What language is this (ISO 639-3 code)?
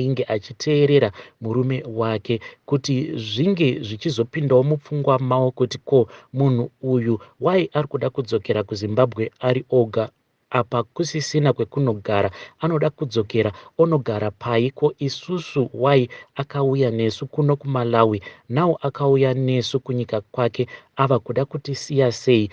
sna